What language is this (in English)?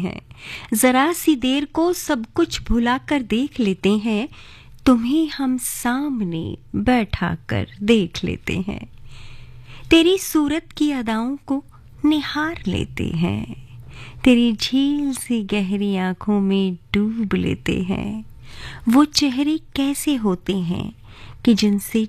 Hindi